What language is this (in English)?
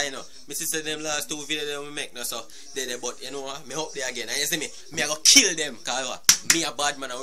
Jamaican Creole English